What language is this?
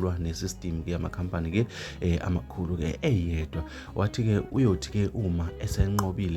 Zulu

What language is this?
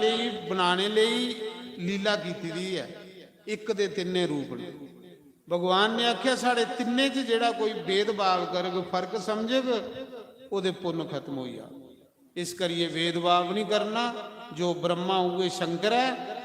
Dogri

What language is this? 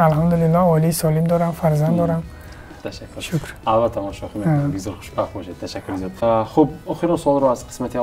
Tajik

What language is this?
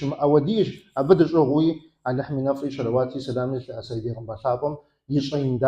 Kabardian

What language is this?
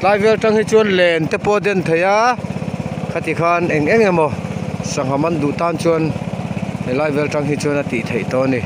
Mizo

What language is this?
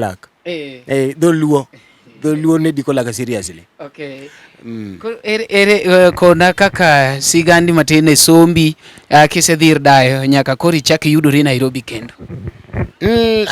Luo (Kenya and Tanzania)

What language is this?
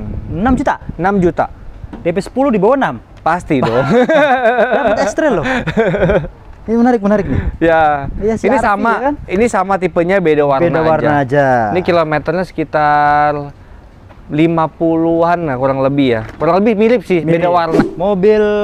Indonesian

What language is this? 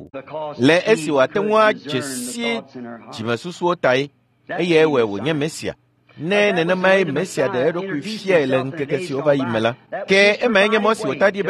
Ewe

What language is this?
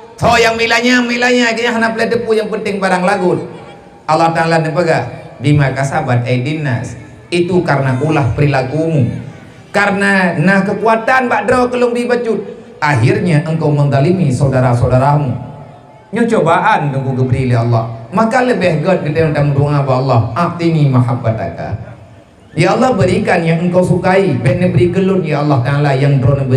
Achinese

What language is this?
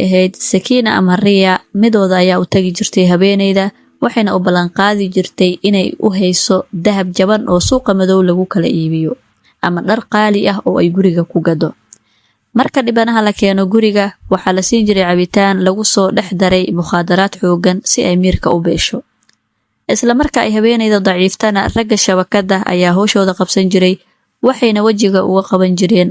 Somali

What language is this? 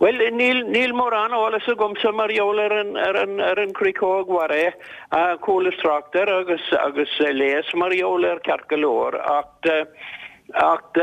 Irish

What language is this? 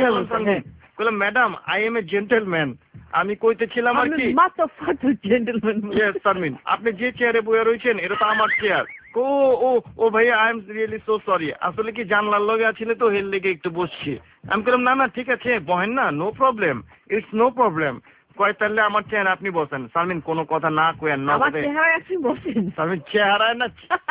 Bangla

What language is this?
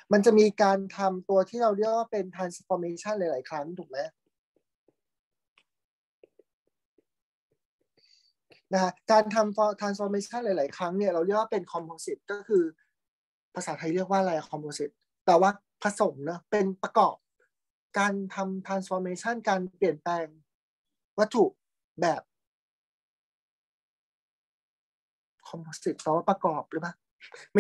Thai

